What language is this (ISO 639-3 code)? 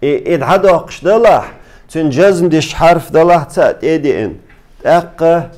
che